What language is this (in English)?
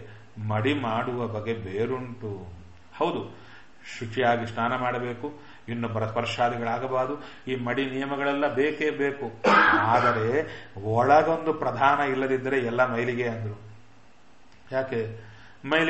Kannada